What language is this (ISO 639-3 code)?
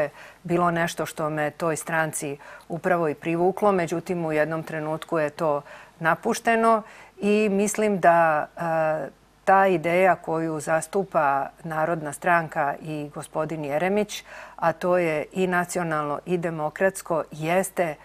srp